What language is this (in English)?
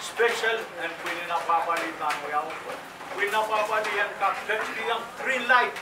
Pohnpeian